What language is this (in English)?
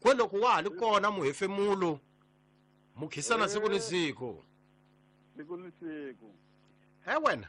Tsonga